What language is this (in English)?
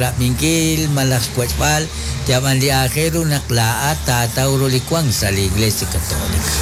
Kekchí